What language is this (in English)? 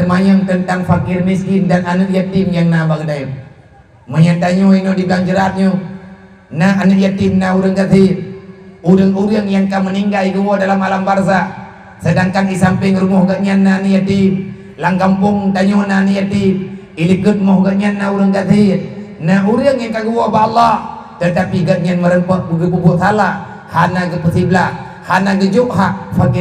Achinese